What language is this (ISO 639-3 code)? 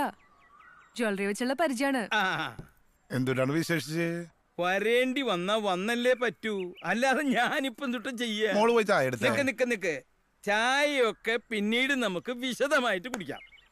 mal